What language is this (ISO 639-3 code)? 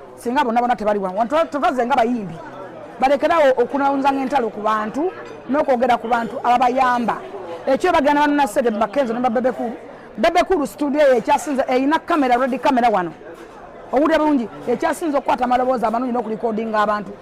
lug